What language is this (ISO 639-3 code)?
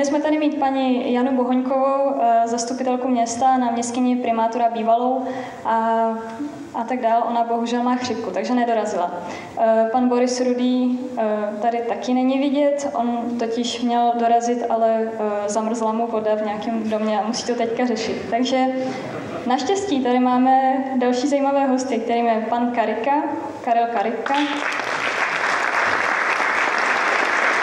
ces